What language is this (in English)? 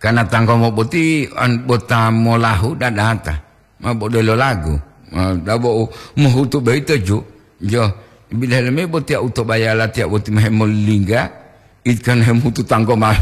Gorontalo